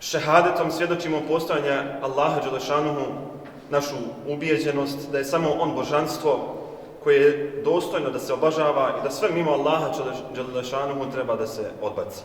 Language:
Bosnian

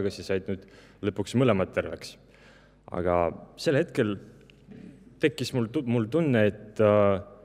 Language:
Estonian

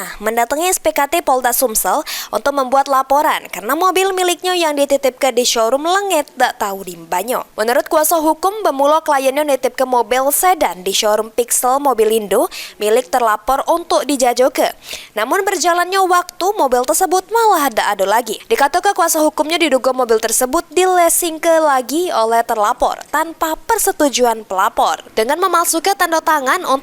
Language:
Musi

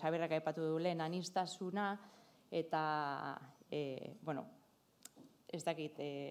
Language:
Basque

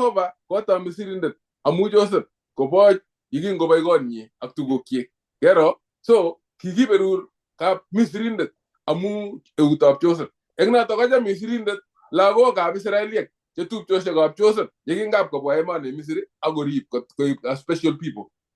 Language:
Kalenjin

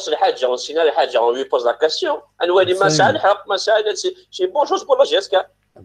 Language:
Kabyle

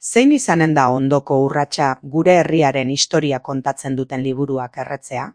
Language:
Basque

